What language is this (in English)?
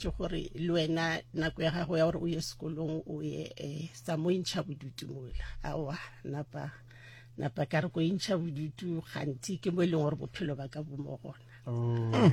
Northern Sotho